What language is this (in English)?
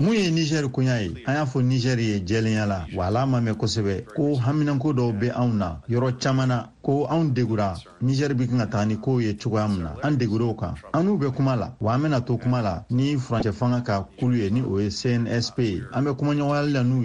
Bambara